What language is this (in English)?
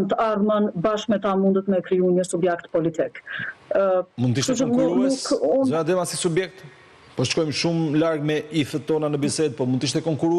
Albanian